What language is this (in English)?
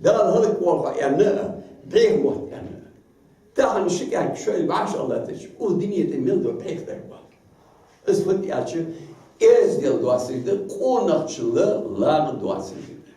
Ingush